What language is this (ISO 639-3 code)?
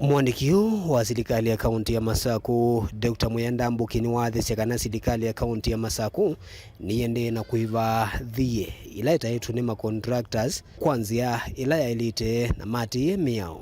kam